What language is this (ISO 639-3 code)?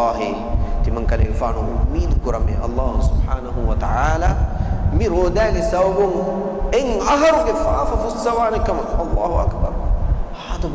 div